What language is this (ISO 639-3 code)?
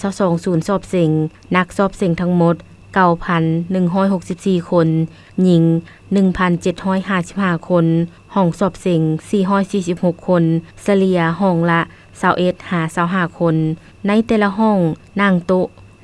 lao